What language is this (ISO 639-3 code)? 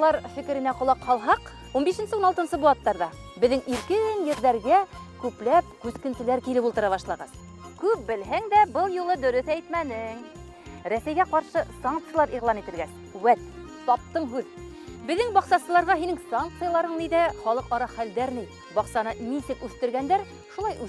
bak